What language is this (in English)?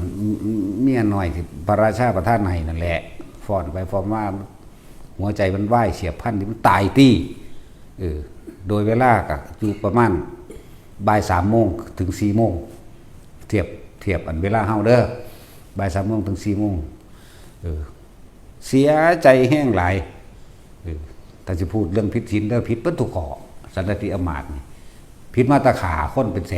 Northeastern Thai